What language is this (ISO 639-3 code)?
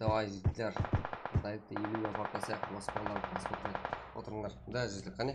kaa